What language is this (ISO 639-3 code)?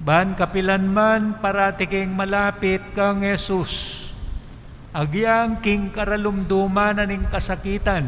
pam